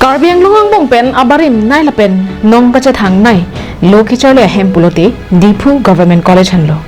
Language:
Karbi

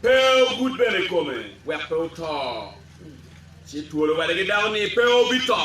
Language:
Acoli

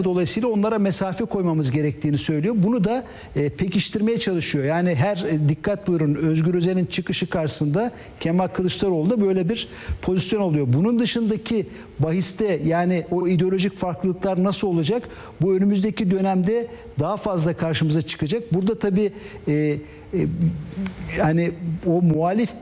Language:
Turkish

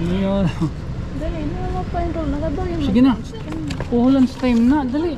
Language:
Waray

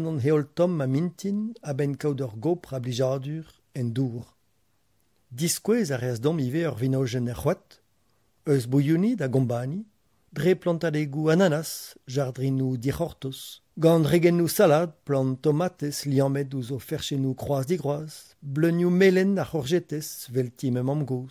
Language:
Breton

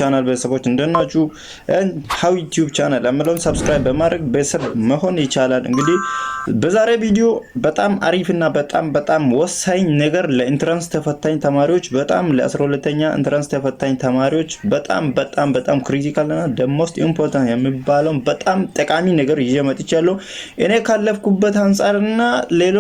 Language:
Amharic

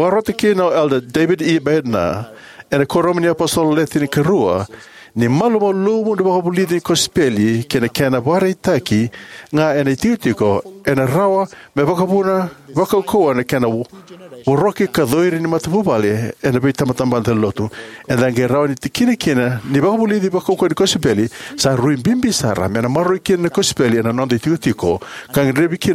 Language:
Fijian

